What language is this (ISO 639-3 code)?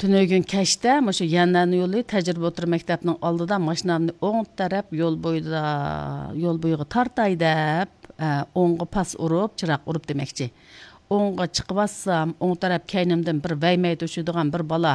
uig